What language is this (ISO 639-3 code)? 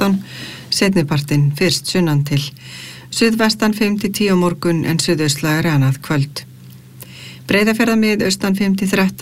isl